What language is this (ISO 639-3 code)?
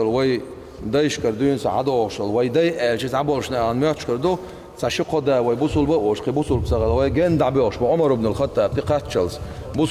che